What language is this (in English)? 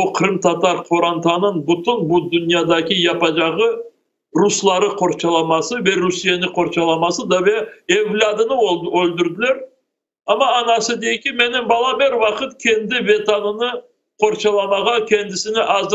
Crimean Tatar